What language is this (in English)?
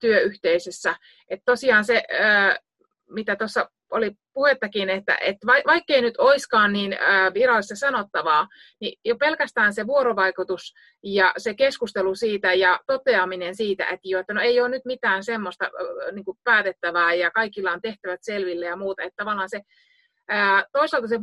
Finnish